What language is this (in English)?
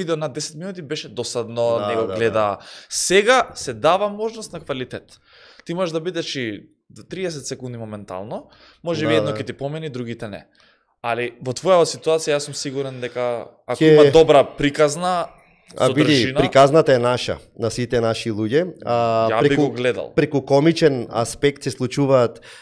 Macedonian